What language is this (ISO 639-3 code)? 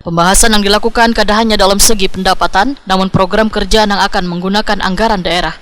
bjn